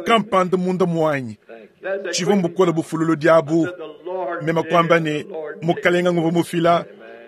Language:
Luba-Lulua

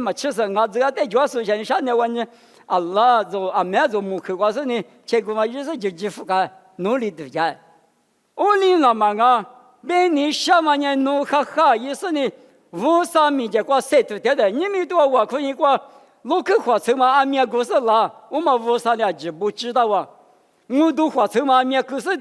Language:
Lisu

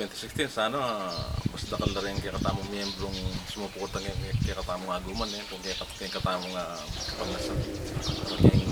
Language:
Pampanga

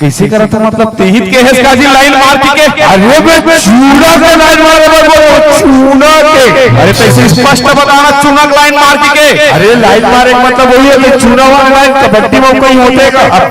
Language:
Chhattisgarhi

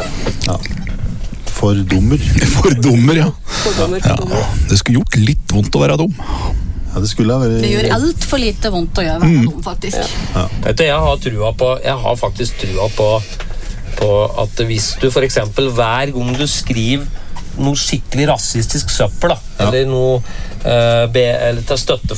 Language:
Norwegian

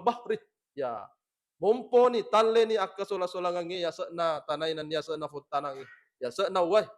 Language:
Buginese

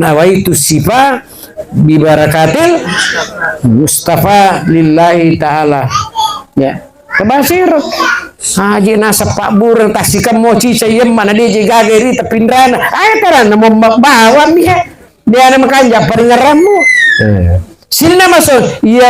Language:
Buginese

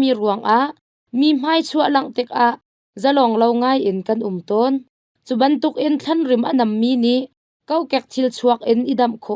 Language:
Hakha Chin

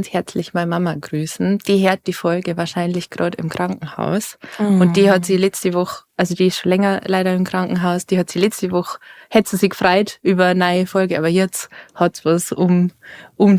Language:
Bavarian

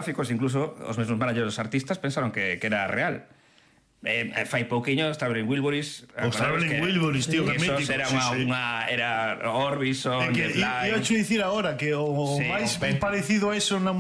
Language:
Galician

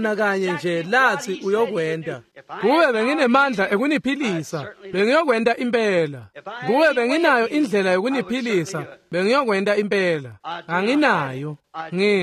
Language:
Swati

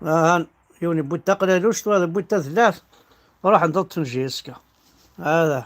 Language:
Kabyle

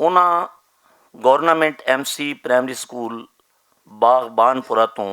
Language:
Western Panjabi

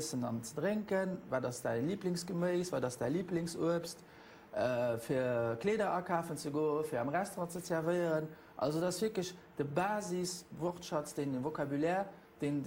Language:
Luxembourgish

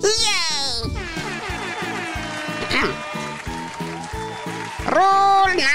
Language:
Filipino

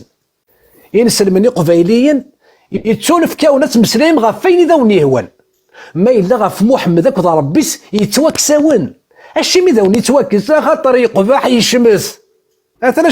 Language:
Kabyle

